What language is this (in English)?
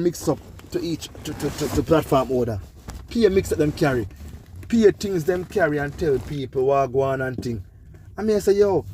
Jamaican Creole English